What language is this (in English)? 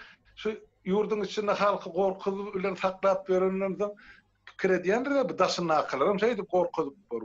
Turkmen